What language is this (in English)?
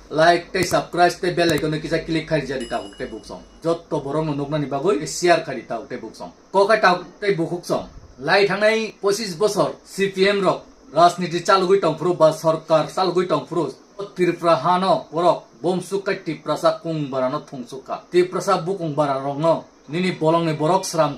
Kok Borok